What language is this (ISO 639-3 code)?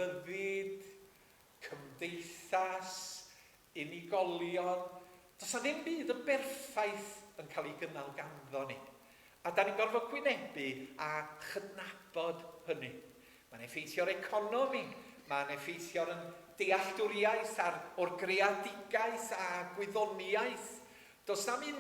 cym